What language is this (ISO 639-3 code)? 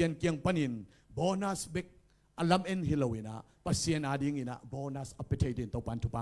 ctd